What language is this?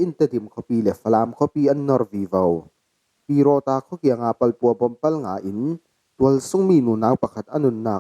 Falam Chin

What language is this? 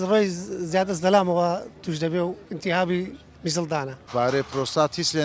Central Kurdish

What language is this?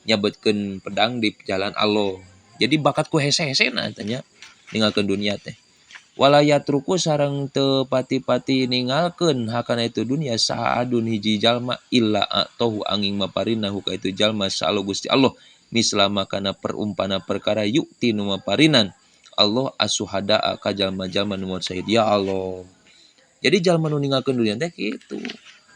Sundanese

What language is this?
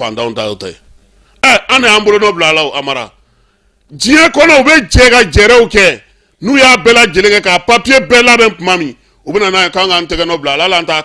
Bambara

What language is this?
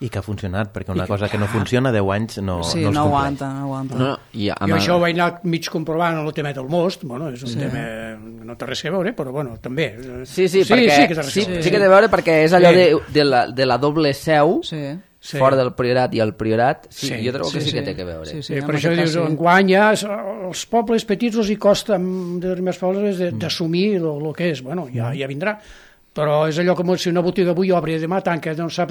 Catalan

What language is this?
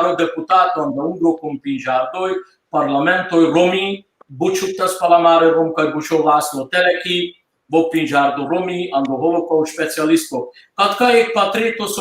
Balkan Romani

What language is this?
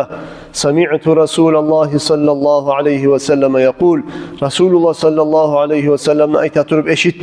Kumyk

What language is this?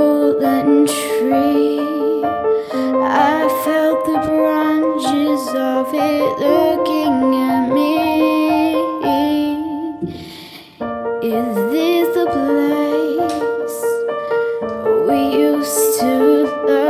English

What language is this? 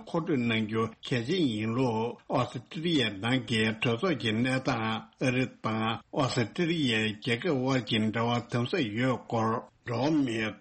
Tibetan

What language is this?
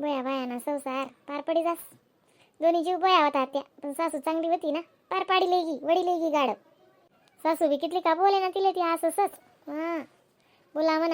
Khandesi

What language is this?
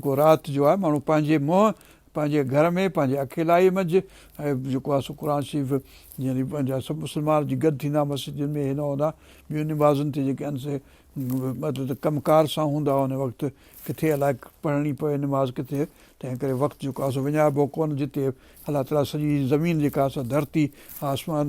Sindhi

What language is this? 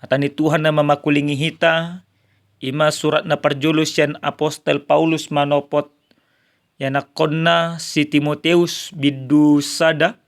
Batak Toba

